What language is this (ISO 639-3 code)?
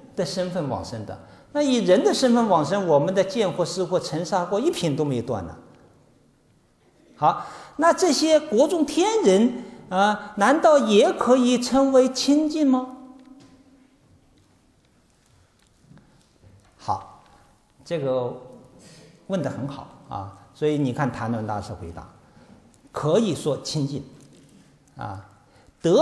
zho